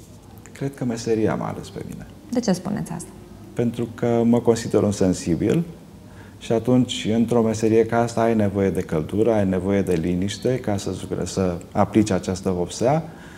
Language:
Romanian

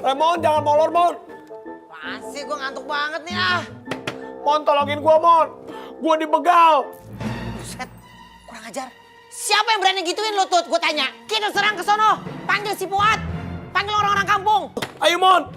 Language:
Betawi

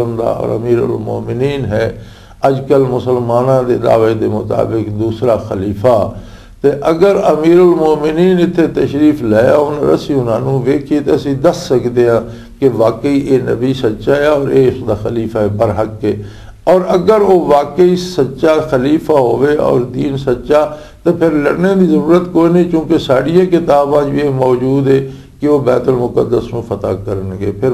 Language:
Western Panjabi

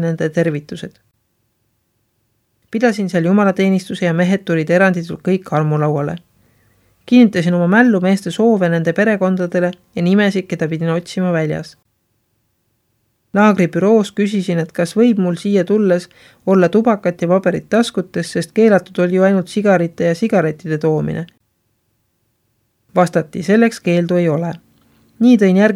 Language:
Estonian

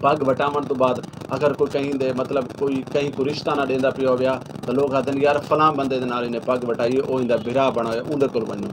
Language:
Saraiki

